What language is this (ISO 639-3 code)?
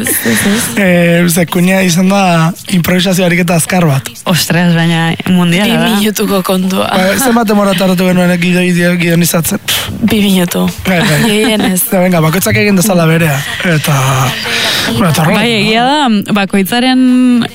eus